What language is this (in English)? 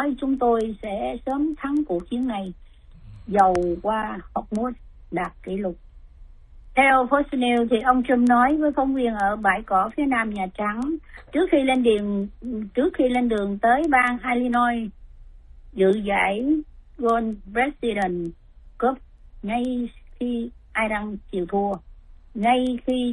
Vietnamese